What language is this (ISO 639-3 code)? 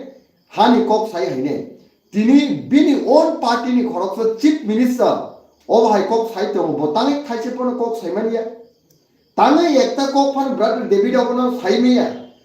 trp